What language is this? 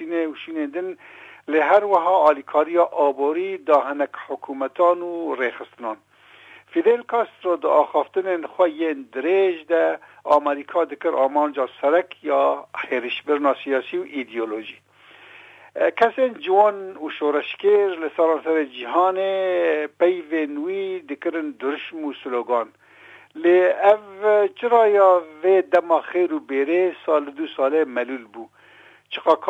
Kurdish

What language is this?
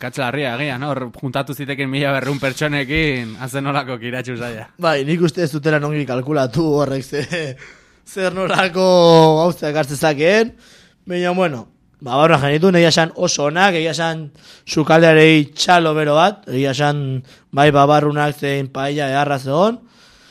Basque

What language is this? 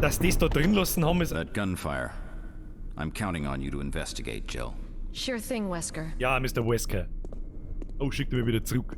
Bavarian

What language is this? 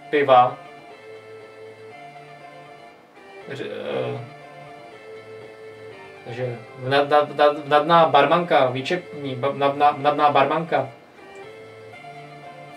Czech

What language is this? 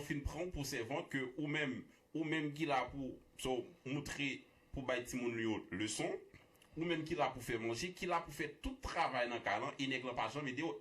Haitian Creole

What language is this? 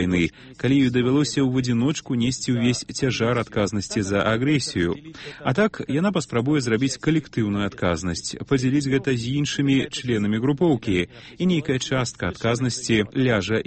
Belarusian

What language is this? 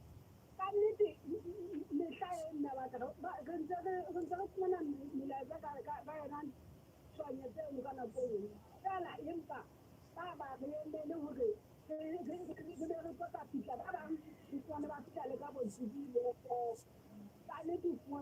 Southern Sotho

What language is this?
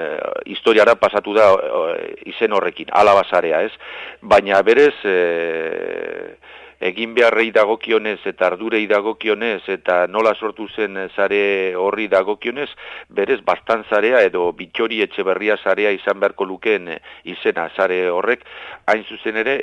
Basque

